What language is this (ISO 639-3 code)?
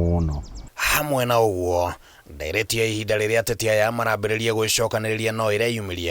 kik